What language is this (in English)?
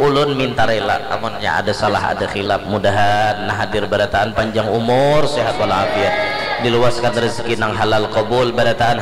Banjar